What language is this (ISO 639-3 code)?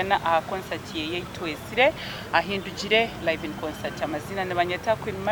nyn